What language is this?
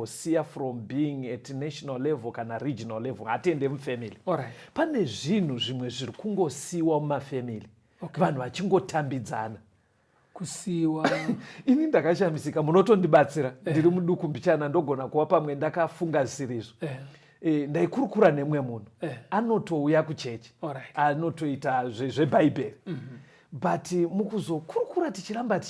Shona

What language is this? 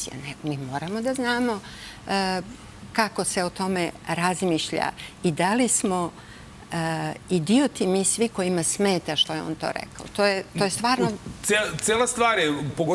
Serbian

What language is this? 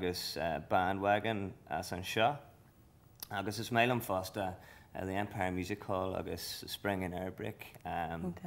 Irish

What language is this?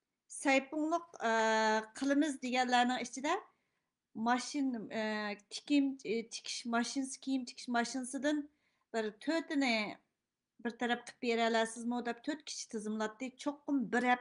Uyghur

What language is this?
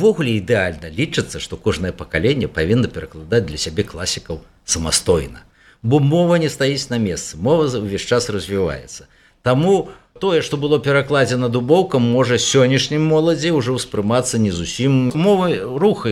Belarusian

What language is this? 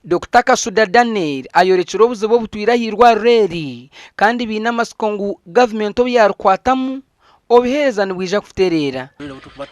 Nyankole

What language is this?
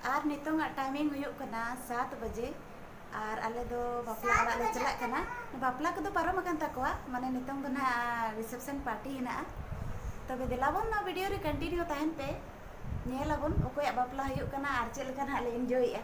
Santali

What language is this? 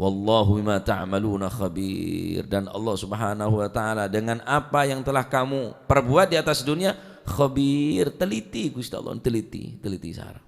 Madurese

